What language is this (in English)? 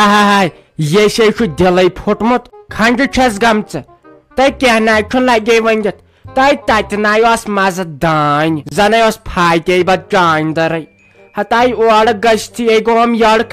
Kashmiri